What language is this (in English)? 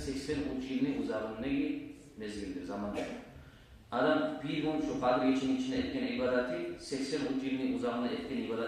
Kumyk